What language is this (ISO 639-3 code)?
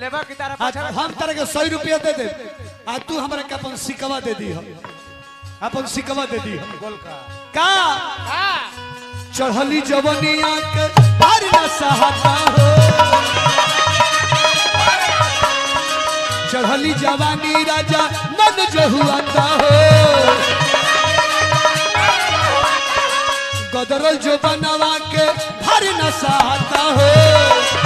bho